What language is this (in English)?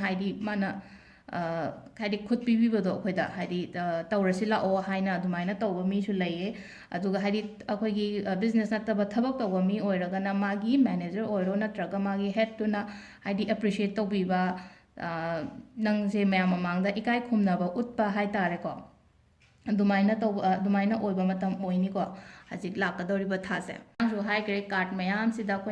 Manipuri